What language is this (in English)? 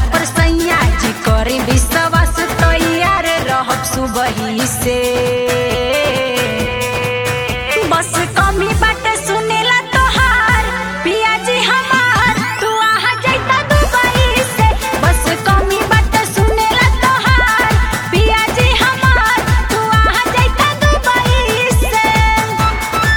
Bhojpuri